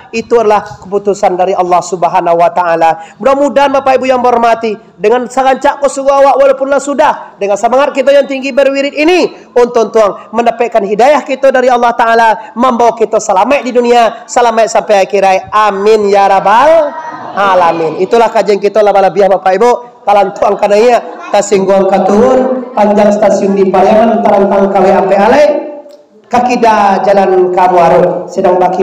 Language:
Minangkabau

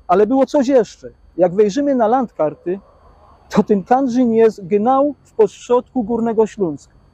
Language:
Silesian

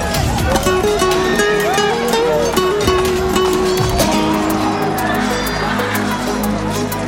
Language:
Kazakh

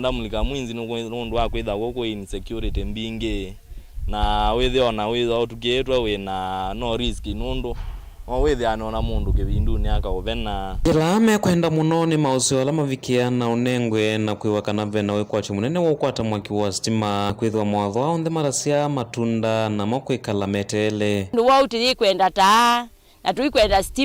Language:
Kamba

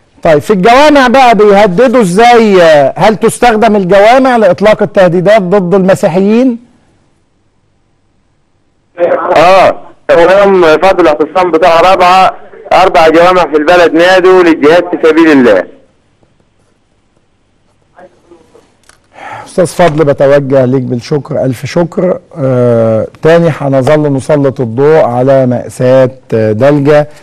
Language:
Egyptian Arabic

